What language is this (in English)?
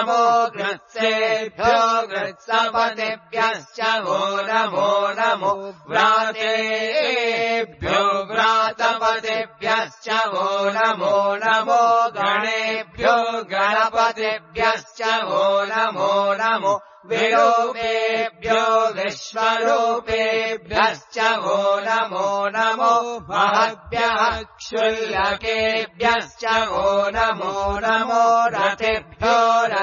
Sanskrit